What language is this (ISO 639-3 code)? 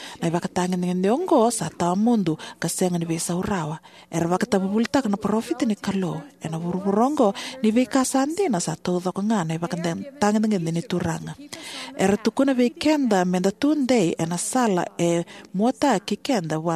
fij